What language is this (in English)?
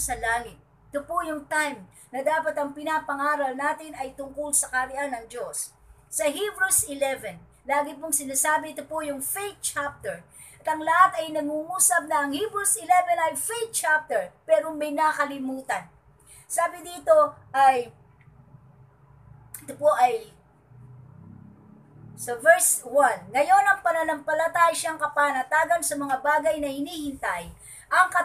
Filipino